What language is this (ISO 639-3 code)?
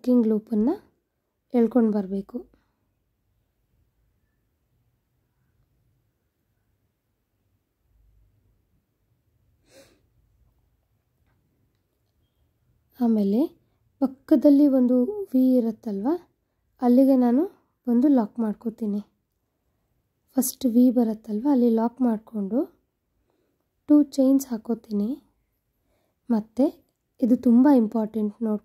kan